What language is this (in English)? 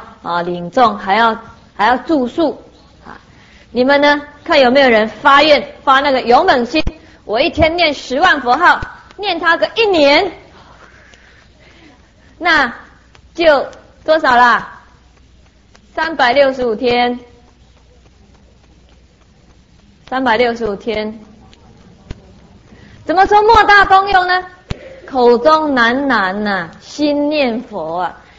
Chinese